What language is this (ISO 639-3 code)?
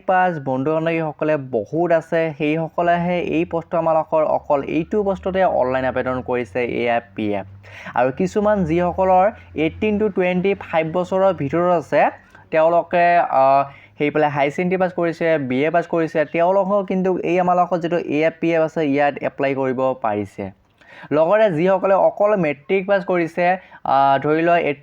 asm